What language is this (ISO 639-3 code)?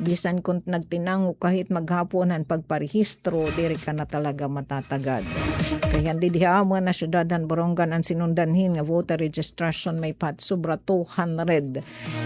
war